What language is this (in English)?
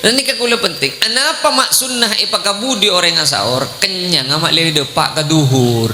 Madurese